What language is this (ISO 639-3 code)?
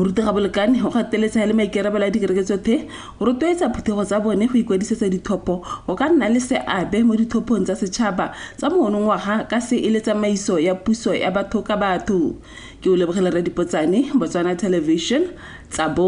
tsn